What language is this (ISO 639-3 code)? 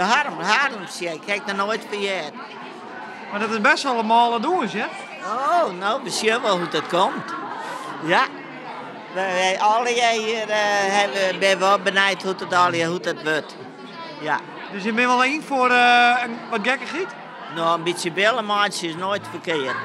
fry